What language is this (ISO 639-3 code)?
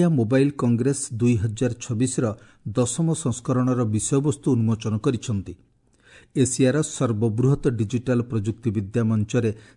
ori